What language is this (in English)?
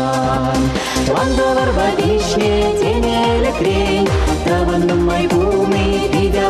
Chuvash